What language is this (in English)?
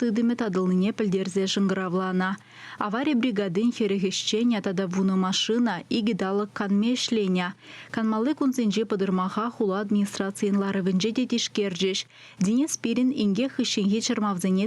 Chuvash